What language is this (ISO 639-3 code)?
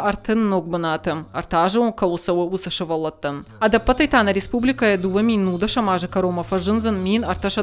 oss